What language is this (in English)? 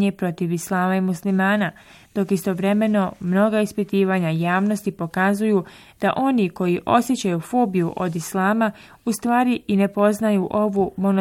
Bosnian